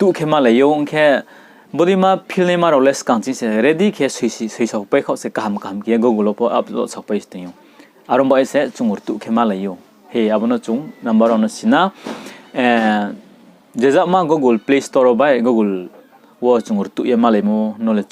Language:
Riang (India)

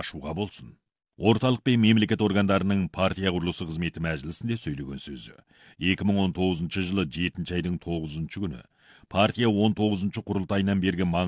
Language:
Kazakh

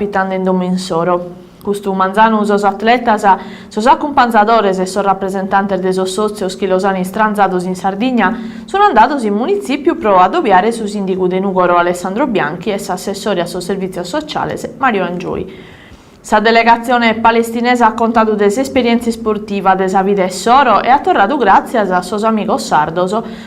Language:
Sardinian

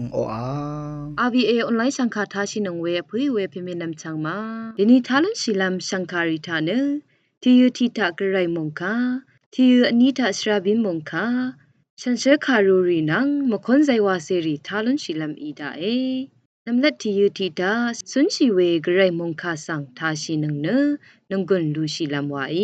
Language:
Rawang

